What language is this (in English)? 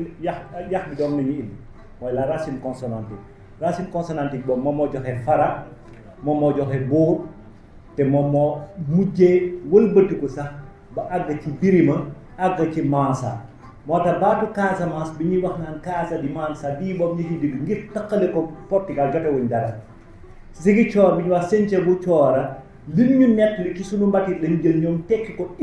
Wolof